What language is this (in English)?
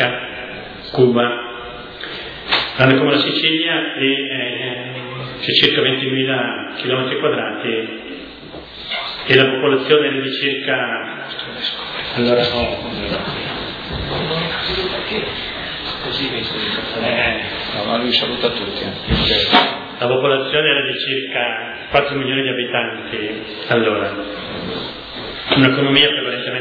Italian